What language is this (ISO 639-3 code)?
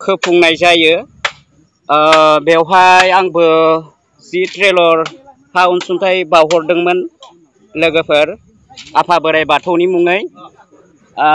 brx